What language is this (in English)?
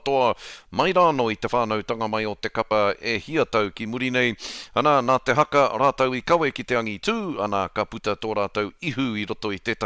Māori